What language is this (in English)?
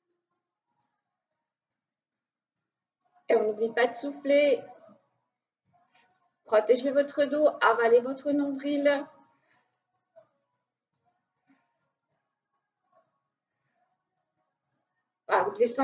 French